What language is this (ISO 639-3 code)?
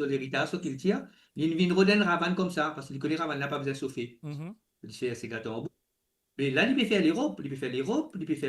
mfe